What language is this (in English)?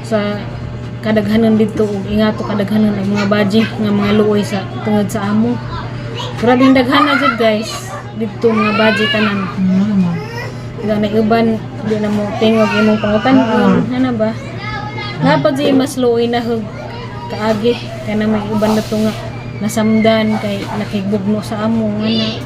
Cebuano